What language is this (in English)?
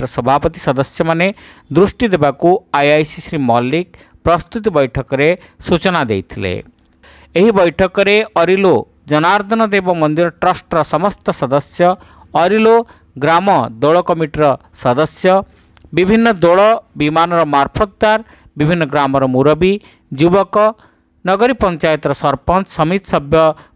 Odia